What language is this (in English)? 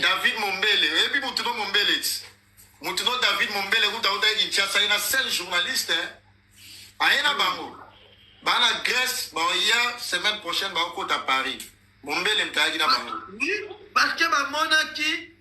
Lingala